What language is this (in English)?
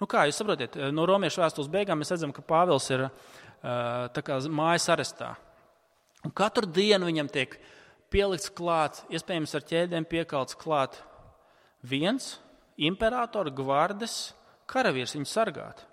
Latvian